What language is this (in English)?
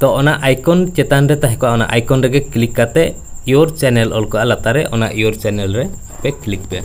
Santali